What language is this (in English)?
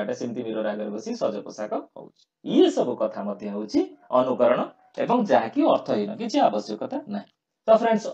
Odia